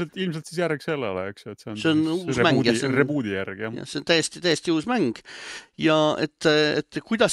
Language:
Estonian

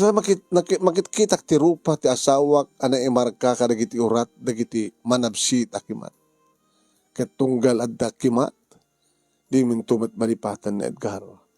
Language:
Iloko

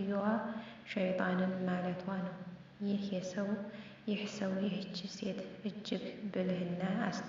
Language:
Amharic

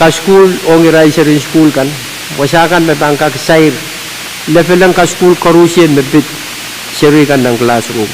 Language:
Pohnpeian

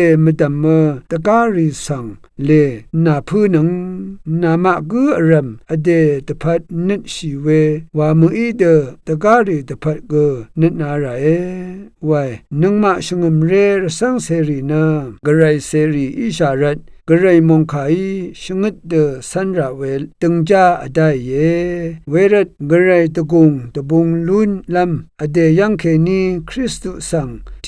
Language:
Rawang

